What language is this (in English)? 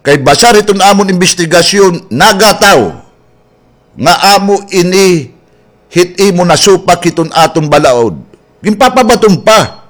Waray